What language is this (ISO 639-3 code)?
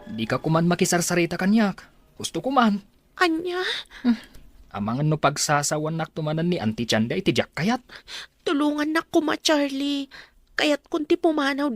ilo